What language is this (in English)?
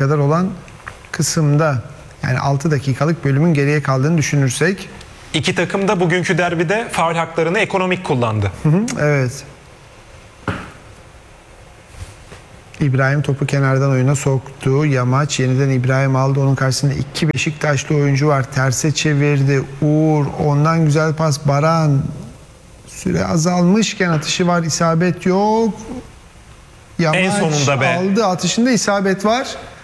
Turkish